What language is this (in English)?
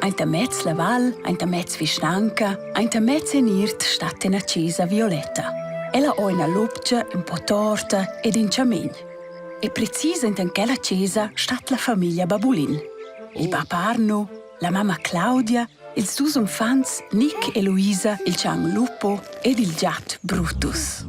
Romansh